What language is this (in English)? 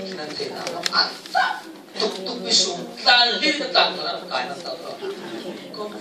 Falam Chin